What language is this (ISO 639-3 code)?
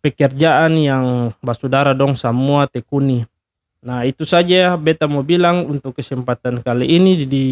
abs